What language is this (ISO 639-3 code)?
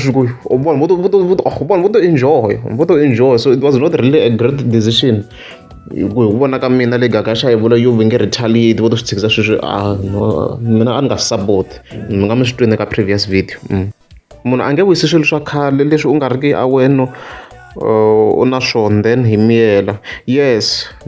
tso